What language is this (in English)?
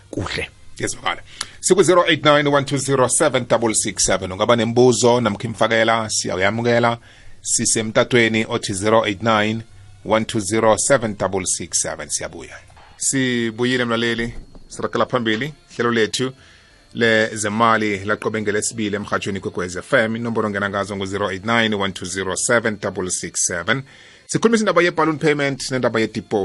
South Ndebele